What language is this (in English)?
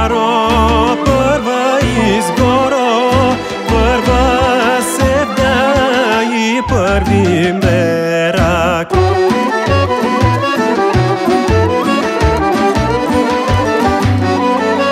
Bulgarian